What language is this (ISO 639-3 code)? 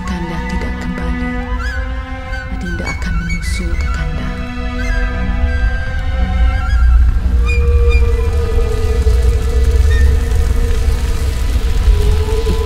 msa